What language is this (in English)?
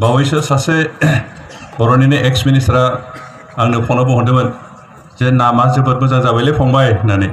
Bodo